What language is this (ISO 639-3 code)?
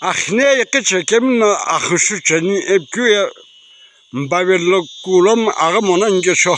nsm